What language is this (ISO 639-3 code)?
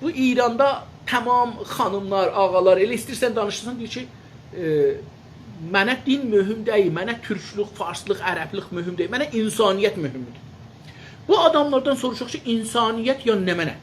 azb